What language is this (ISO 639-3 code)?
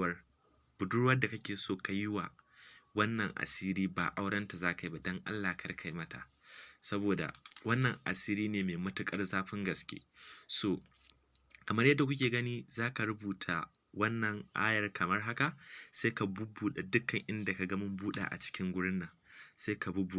hau